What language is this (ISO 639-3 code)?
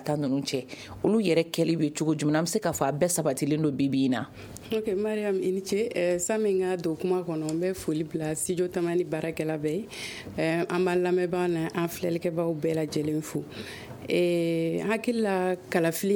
bam